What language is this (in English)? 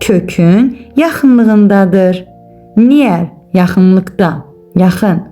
Azerbaijani